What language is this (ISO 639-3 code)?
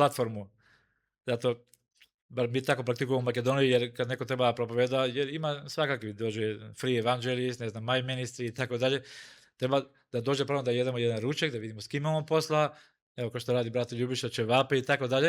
mkd